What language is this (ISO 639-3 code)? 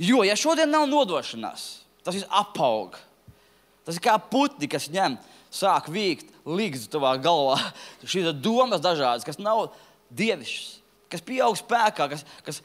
lav